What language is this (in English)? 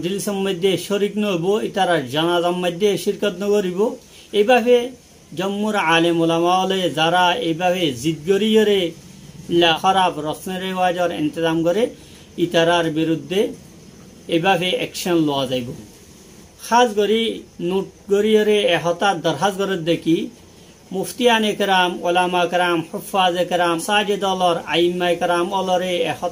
Rohingya